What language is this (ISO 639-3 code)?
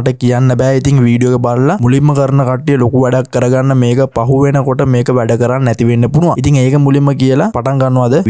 sin